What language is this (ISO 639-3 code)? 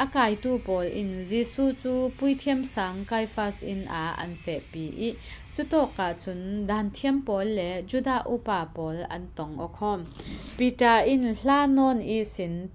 cfm